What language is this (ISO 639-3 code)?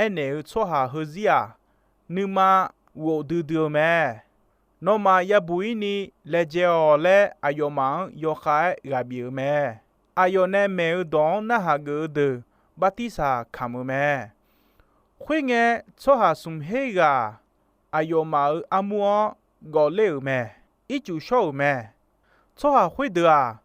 ahk